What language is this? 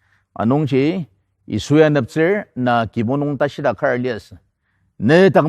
Ao Naga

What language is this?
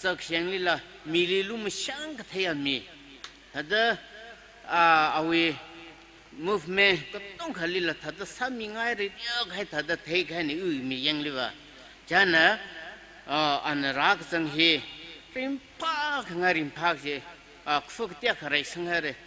Tangkhul Naga (India)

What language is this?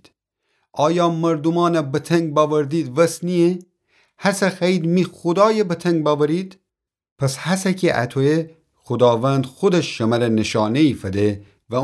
Gilaki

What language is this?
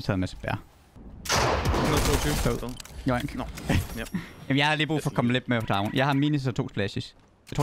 Danish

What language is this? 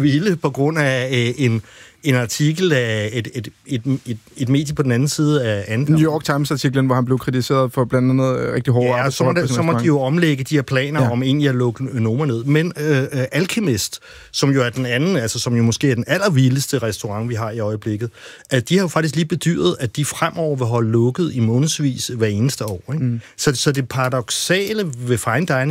Danish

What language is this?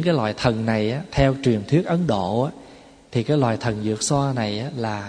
Vietnamese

